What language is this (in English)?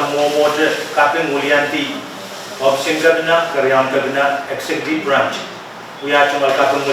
Pohnpeian